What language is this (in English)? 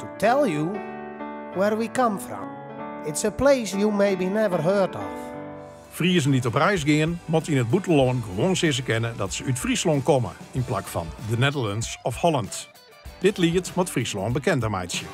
Western Frisian